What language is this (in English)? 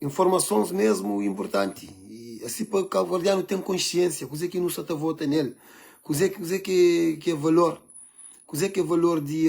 Kabuverdianu